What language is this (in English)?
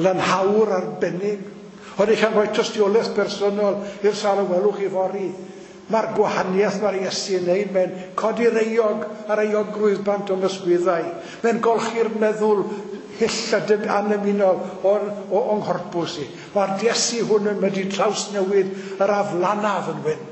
Welsh